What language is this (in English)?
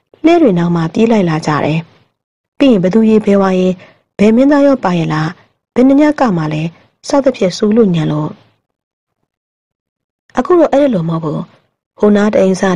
Burmese